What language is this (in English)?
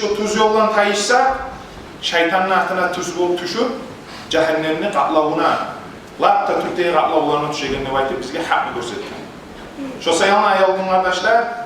Kumyk